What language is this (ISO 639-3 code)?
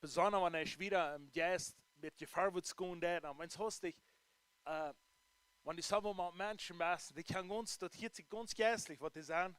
pdt